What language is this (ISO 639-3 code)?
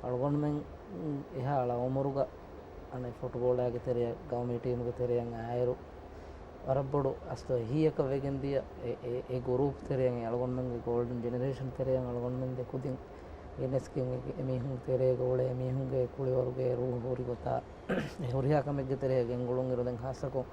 div